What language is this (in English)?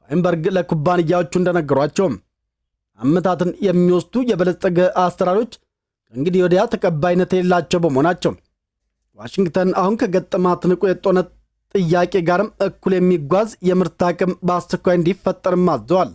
Amharic